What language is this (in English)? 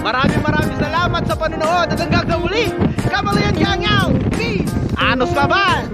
Pangasinan